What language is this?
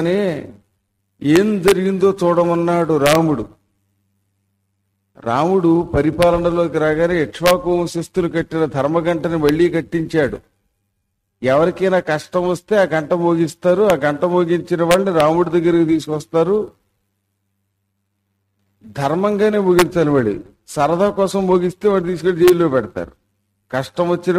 Telugu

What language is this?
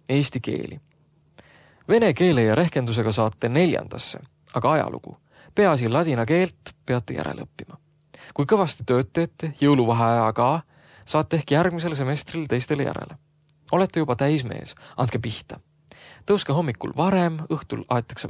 Estonian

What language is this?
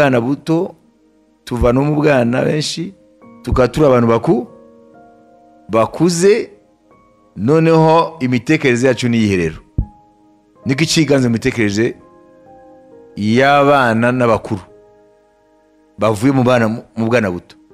Kinyarwanda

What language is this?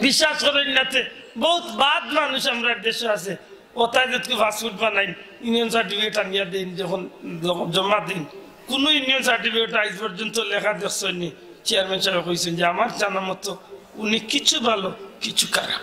Sylheti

